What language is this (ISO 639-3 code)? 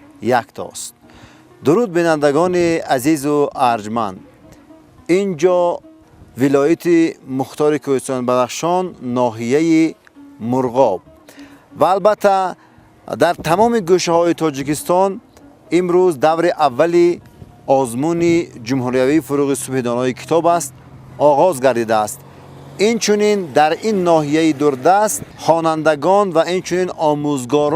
tgk